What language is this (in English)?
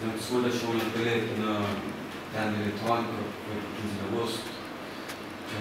Kabuverdianu